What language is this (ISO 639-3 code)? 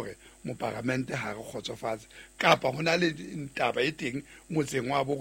sot